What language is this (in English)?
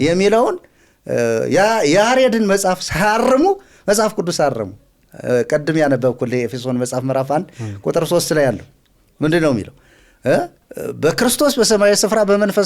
Amharic